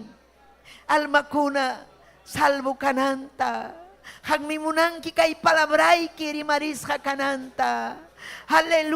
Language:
Ayacucho Quechua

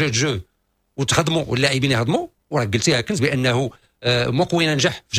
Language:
Moroccan Arabic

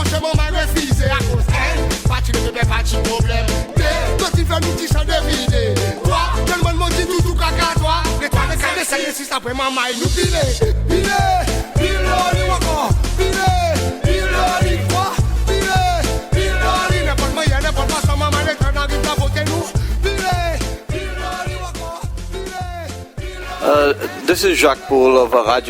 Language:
Seselwa Creole French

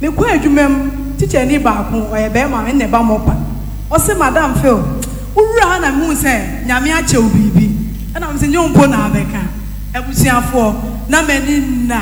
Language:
Akan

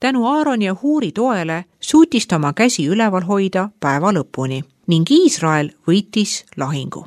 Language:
Estonian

